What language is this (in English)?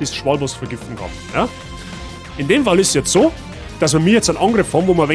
Bavarian